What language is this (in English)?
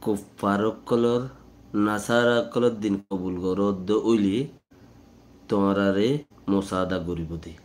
Rohingya